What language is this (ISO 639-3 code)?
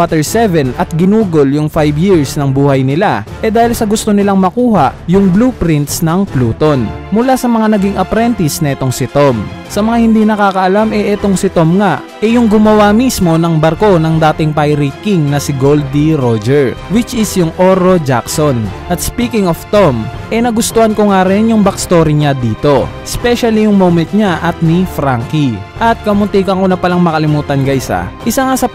fil